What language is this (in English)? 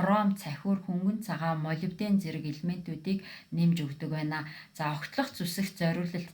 Mongolian